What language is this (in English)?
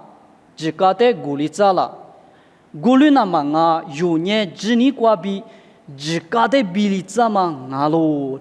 Lisu